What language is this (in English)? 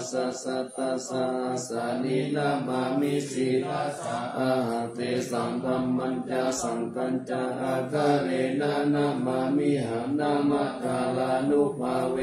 Pali